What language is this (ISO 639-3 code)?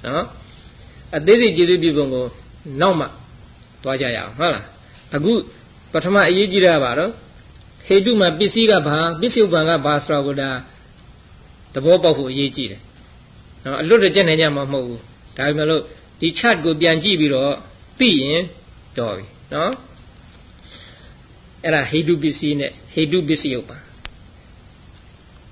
mya